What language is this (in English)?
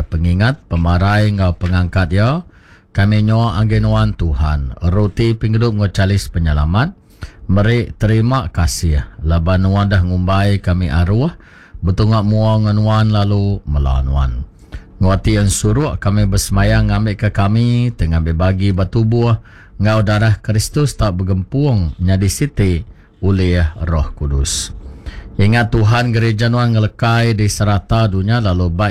Iban